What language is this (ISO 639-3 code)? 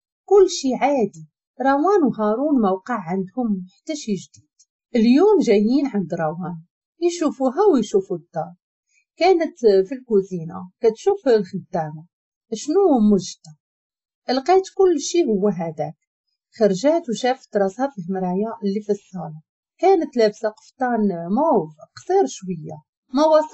ary